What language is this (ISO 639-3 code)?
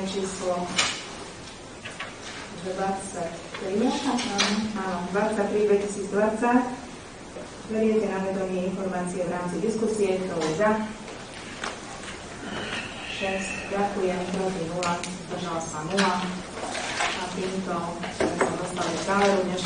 slk